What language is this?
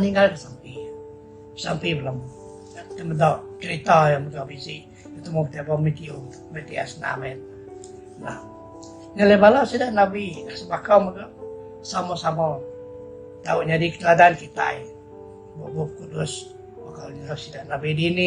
Iban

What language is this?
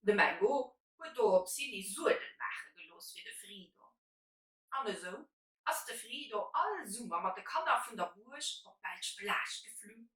Luxembourgish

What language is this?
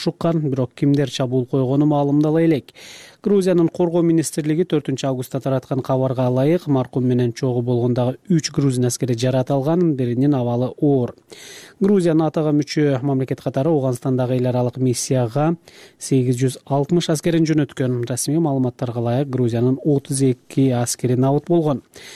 Kyrgyz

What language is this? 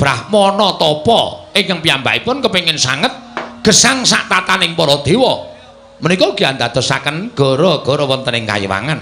Javanese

